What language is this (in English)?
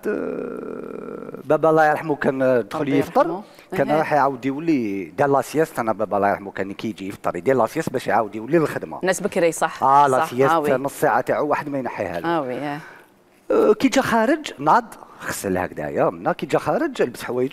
Algerian Arabic